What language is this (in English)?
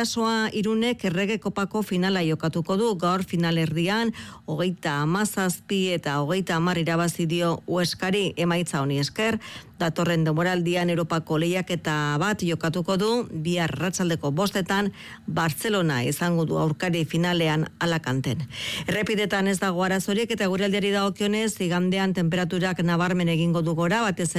Basque